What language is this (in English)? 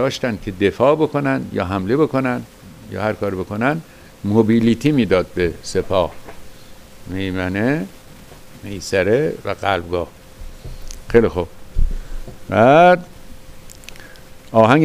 Persian